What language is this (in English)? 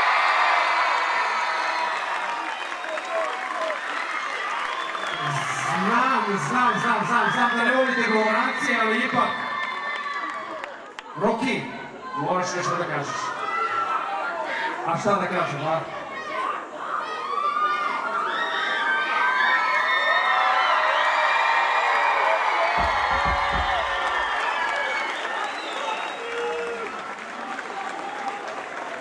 Serbian